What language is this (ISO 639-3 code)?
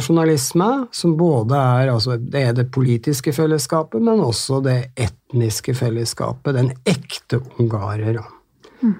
nor